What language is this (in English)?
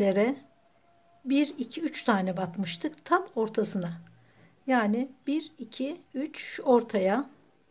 Turkish